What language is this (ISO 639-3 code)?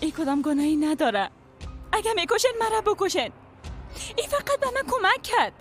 fas